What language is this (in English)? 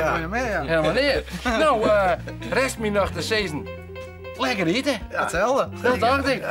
Western Frisian